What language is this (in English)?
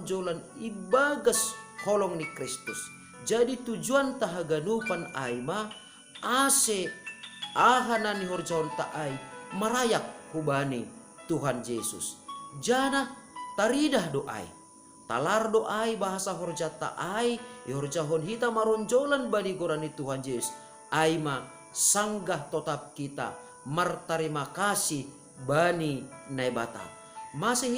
Batak Simalungun